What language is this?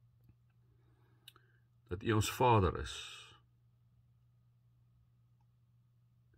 Afrikaans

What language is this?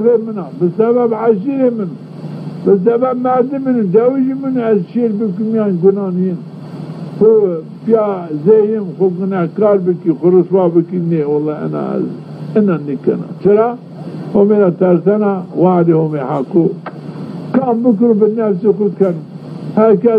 Zaza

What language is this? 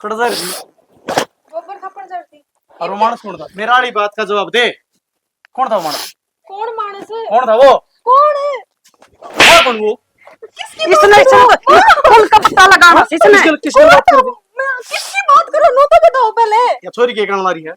Haryanvi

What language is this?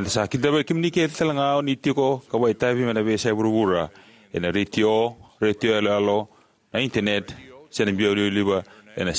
Fijian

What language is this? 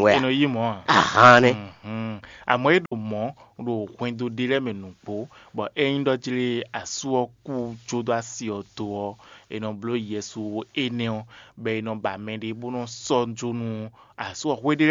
Fon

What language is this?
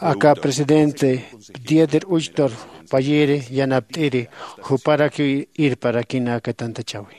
Aymara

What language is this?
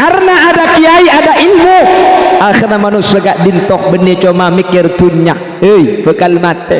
Madurese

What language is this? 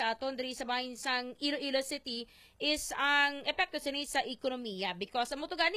Hiligaynon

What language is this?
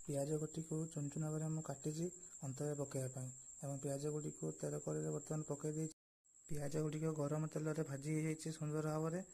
Odia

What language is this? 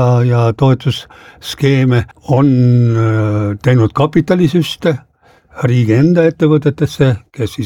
Estonian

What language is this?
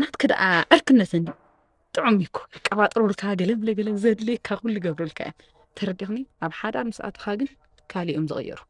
Tigrinya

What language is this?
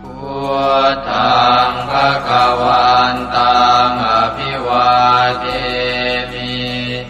Pali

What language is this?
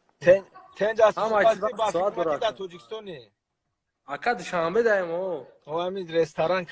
Tajik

